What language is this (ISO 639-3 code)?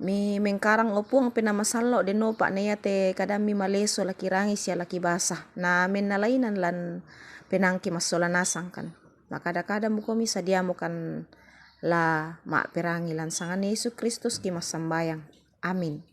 sda